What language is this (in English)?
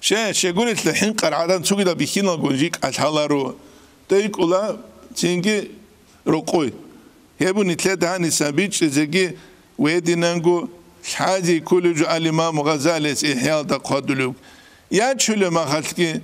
Avaric